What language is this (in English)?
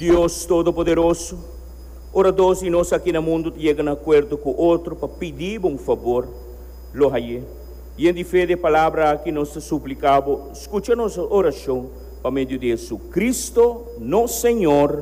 Papiamento